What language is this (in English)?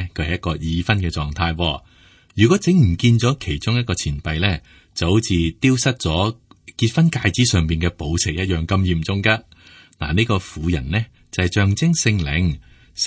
Cantonese